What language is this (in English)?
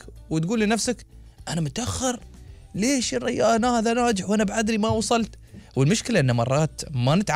Gulf Arabic